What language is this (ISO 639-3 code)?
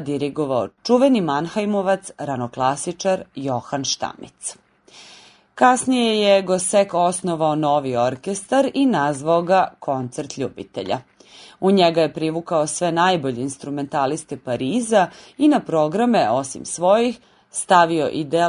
srp